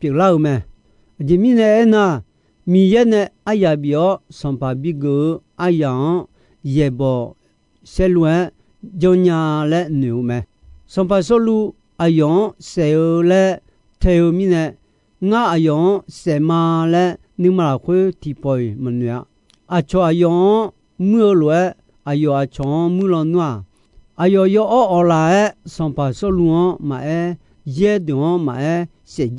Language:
Akha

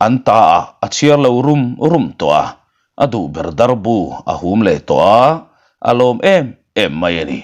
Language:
Mizo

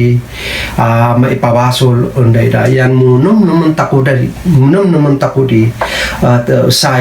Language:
Kankanaey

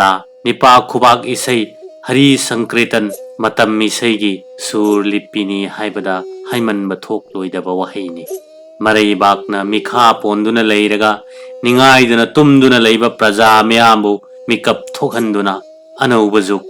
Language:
Manipuri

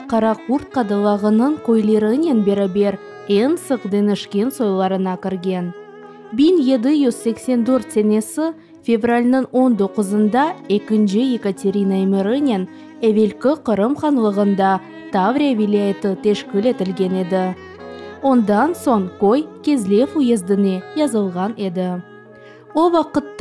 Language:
Crimean Tatar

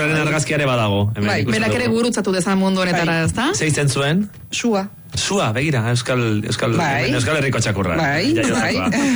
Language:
Basque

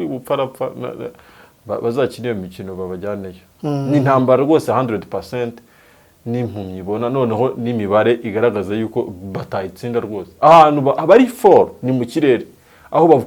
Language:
Kinyarwanda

